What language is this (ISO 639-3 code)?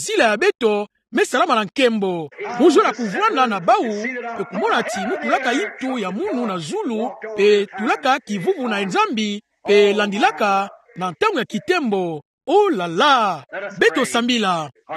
ktu